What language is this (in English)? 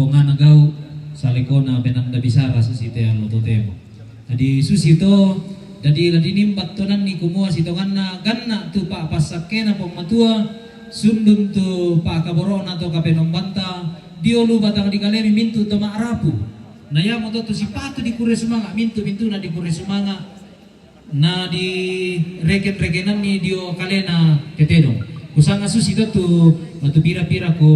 Toraja-Sa'dan